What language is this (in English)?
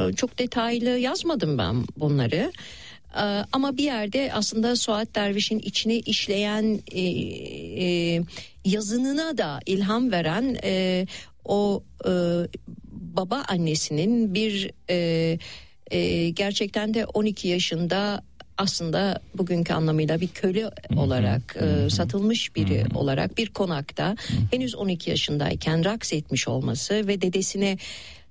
Turkish